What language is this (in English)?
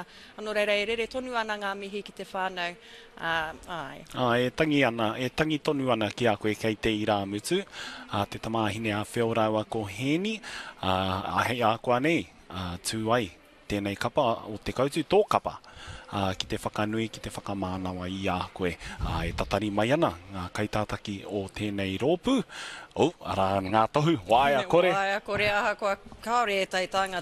Māori